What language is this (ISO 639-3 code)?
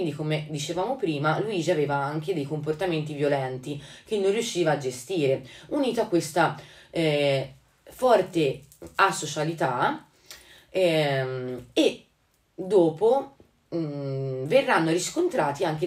ita